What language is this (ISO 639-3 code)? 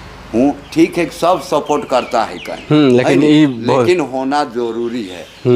sck